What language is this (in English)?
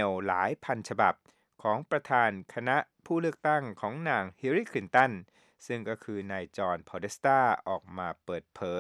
Thai